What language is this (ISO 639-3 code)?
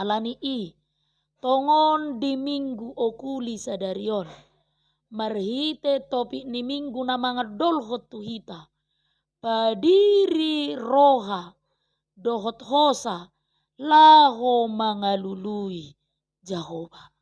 bbc